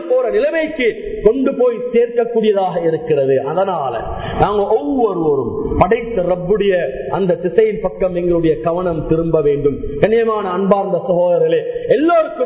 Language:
Tamil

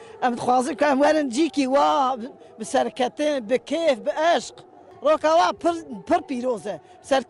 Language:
Kurdish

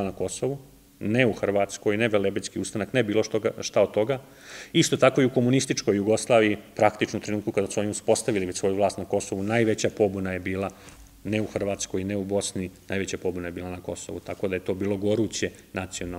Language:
Serbian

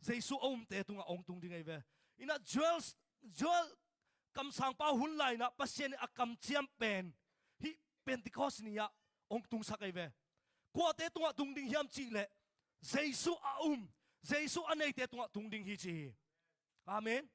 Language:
Tedim Chin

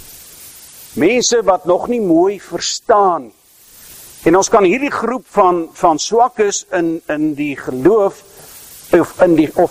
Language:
Afrikaans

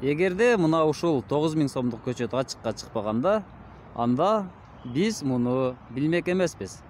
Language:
Kyrgyz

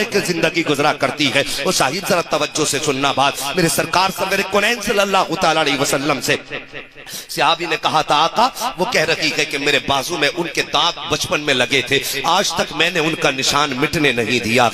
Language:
Urdu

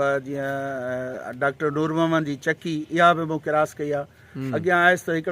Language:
Sindhi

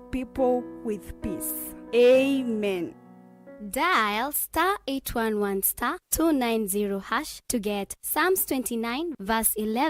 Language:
Kamba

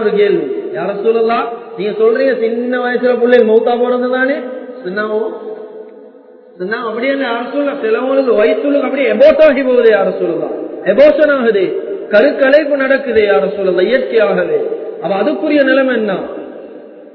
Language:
Tamil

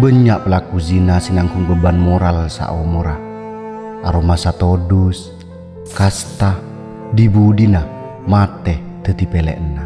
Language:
Madurese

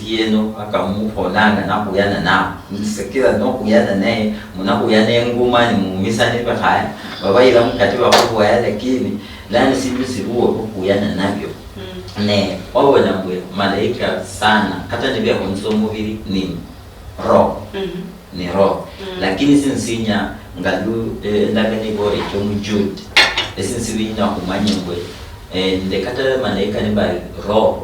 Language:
Luyia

